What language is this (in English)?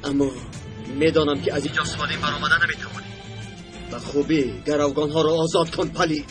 Tajik